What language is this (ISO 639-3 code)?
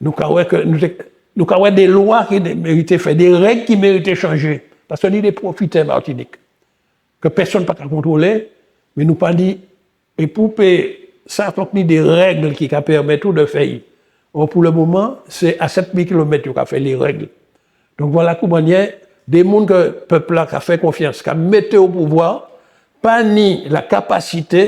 gcf